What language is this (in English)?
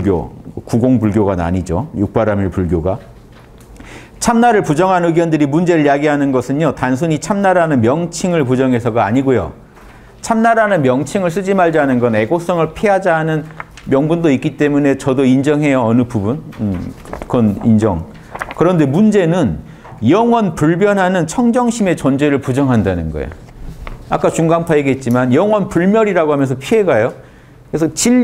Korean